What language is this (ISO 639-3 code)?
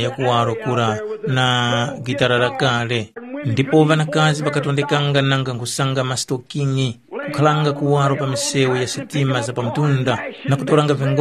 tum